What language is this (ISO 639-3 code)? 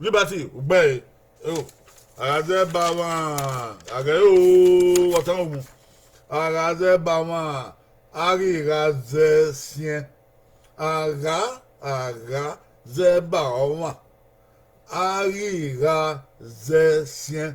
bin